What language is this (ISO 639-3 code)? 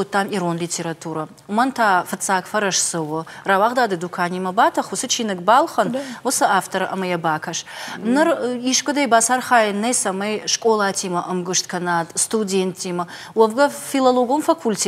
oss